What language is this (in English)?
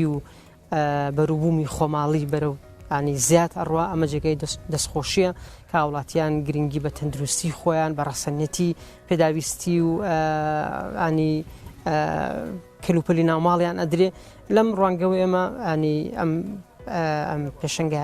Central Kurdish